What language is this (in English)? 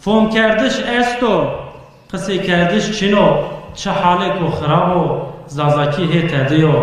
Zaza